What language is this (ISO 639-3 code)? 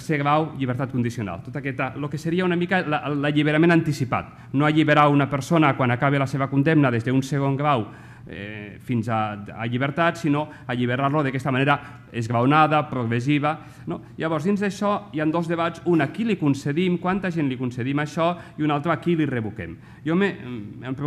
cat